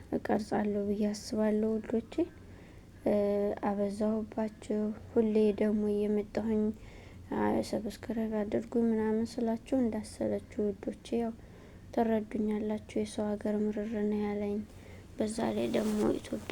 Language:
Amharic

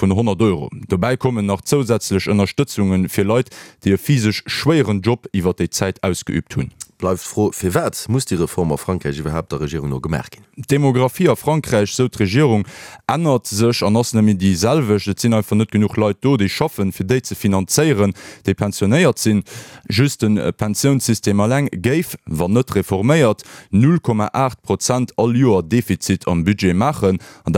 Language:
Luxembourgish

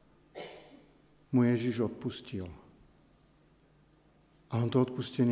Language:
Slovak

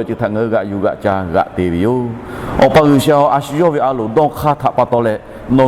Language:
Lahu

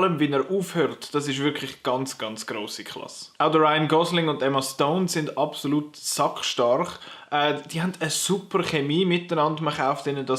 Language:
Swiss German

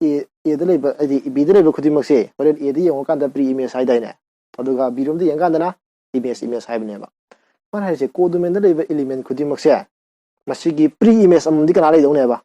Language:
Manipuri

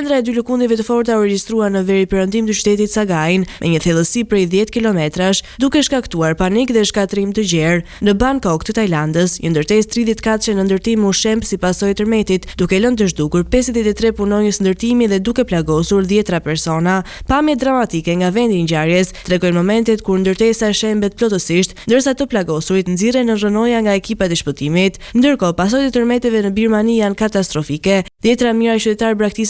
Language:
Albanian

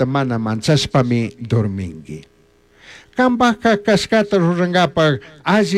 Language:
Chimborazo Highland Quichua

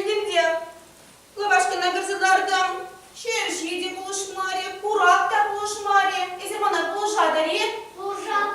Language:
Chuvash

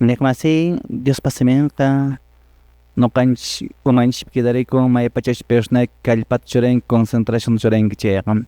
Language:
Quechua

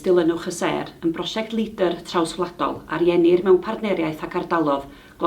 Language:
Welsh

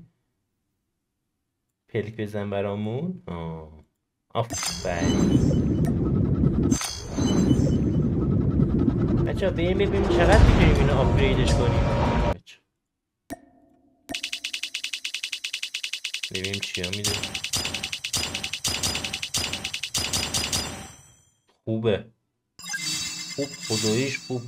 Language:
Persian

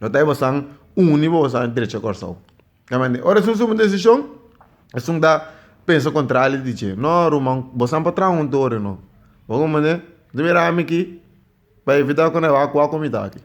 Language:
Papiamento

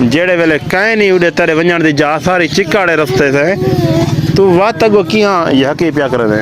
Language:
Saraiki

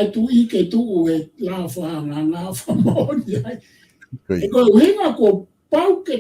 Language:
Tongan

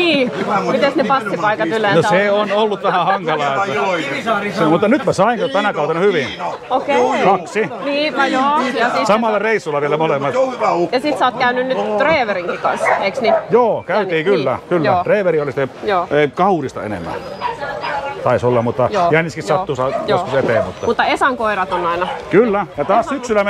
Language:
Finnish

